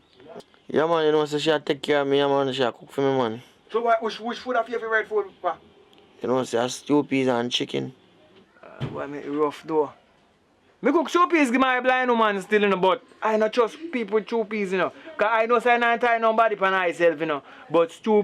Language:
Jamaican Creole English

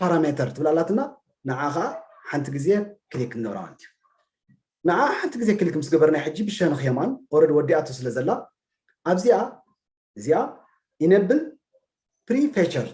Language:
Tigrinya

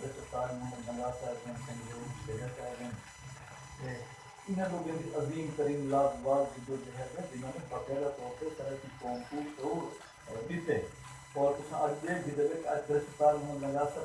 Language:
Saraiki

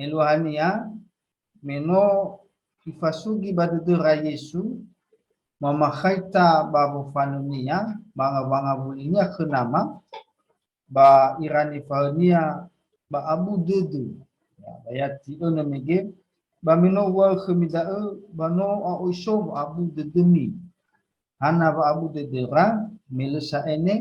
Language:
Nias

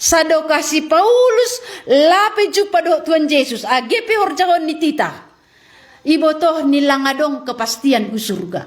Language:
Batak Simalungun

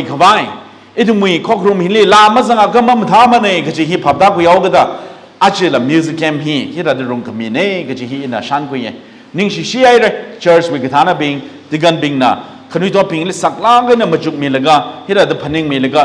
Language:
Tangkhul Naga (India)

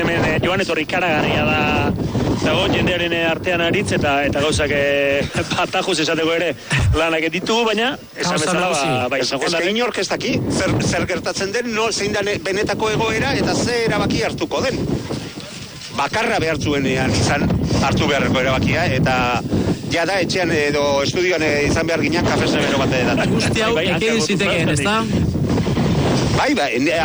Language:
Basque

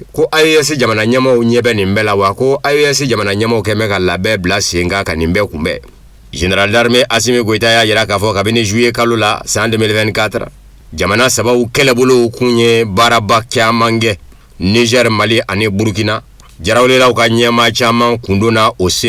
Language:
Bambara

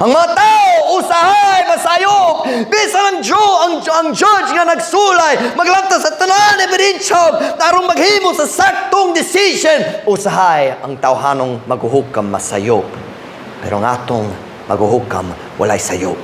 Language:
Cebuano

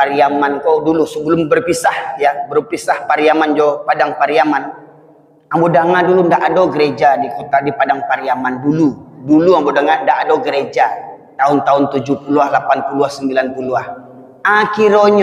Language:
Minangkabau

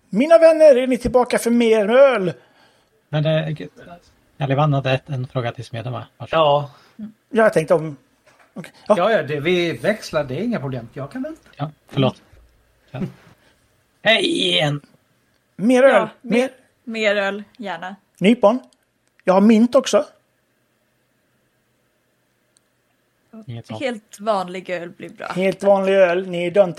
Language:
Swedish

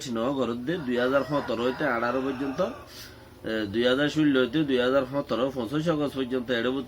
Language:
Rohingya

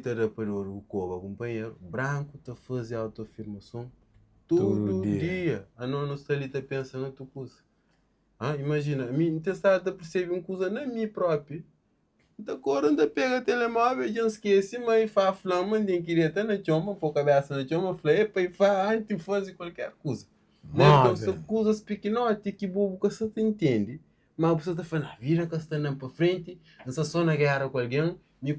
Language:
Kabuverdianu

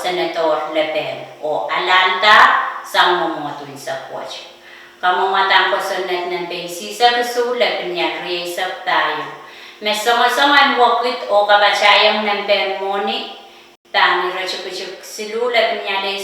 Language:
Pohnpeian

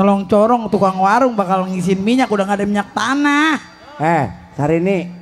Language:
Betawi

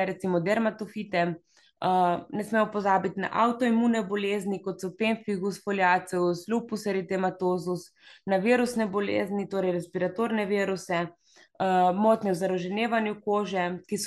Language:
Slovenian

